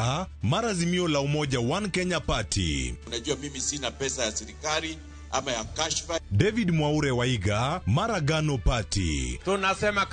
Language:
Luo (Kenya and Tanzania)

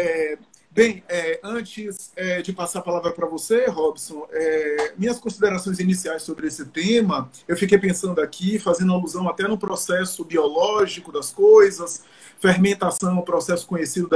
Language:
Portuguese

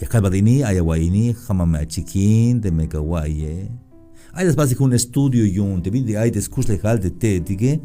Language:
Tzeltal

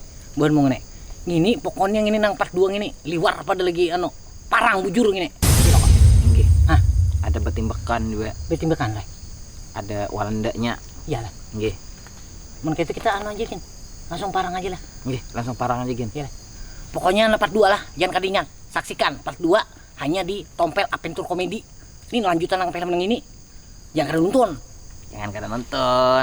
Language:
Banjar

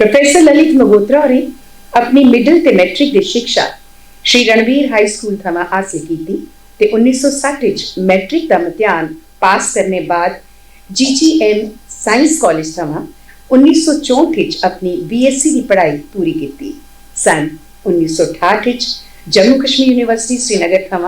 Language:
Dogri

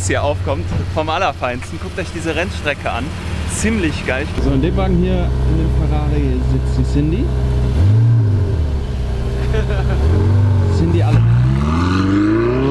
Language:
German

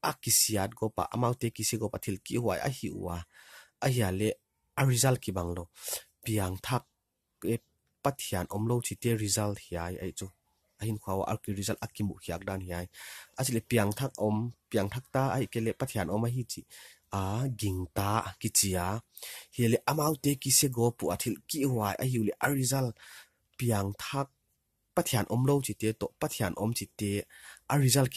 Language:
Paite Chin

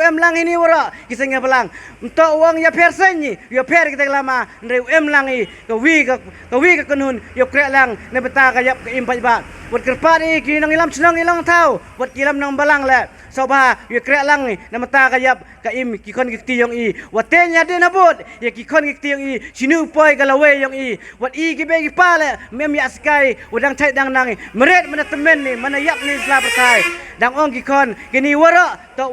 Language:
Khasi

